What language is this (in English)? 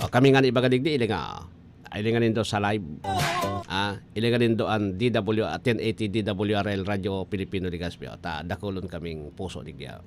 Bikol